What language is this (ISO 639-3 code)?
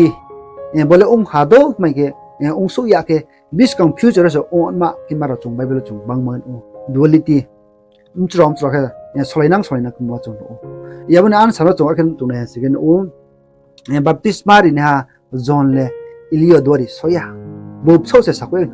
ria